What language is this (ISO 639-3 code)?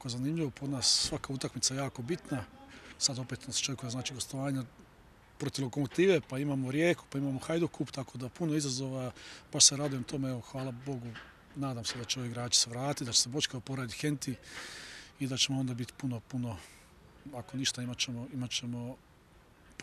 hrv